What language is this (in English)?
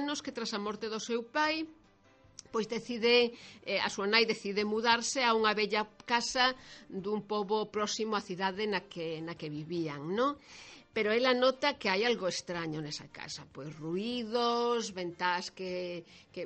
Galician